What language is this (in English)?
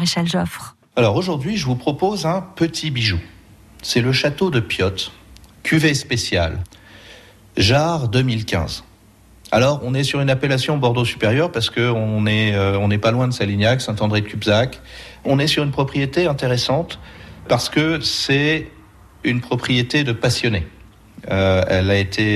French